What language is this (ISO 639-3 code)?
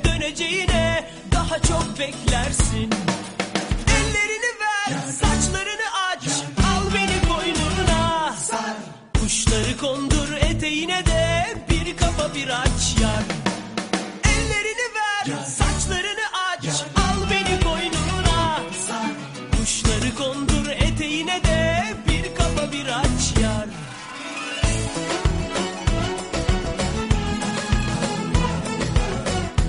tur